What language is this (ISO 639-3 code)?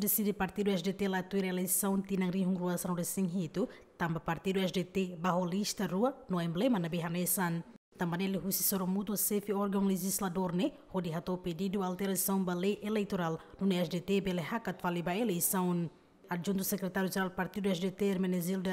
tet